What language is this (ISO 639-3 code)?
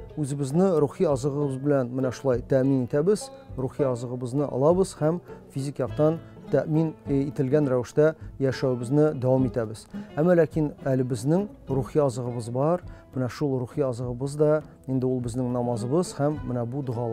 tat